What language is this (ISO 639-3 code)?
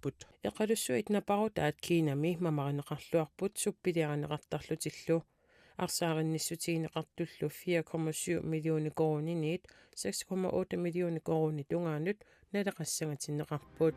kal